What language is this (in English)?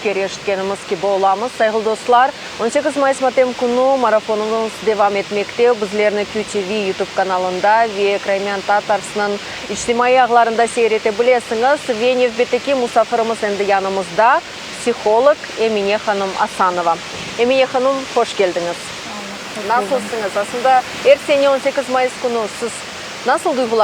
Crimean Tatar